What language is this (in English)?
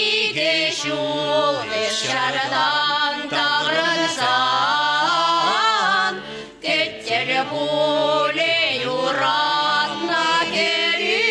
Chuvash